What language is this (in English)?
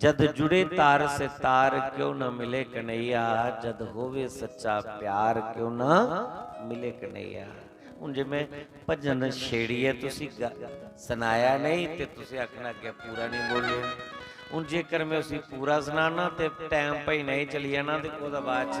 Dogri